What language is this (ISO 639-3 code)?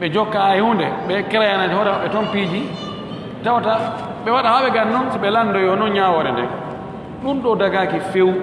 ful